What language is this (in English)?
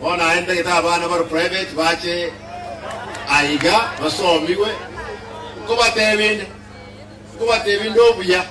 Gusii